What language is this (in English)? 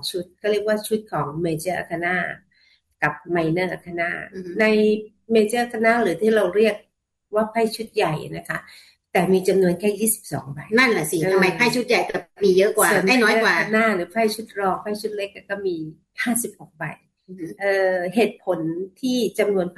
Thai